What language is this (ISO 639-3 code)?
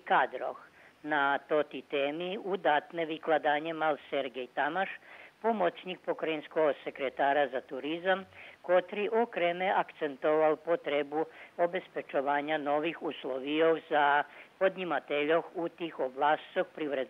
rue